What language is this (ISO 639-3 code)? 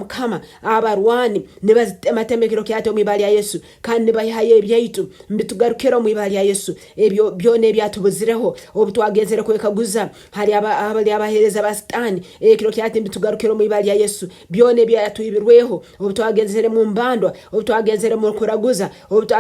nyo